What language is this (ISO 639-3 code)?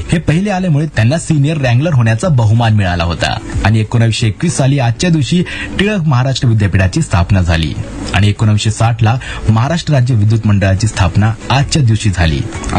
mar